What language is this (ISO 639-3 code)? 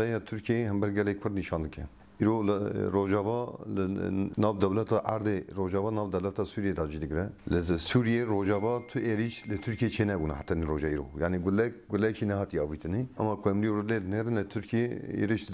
kur